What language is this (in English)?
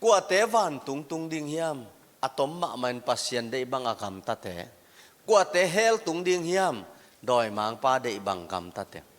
Tedim Chin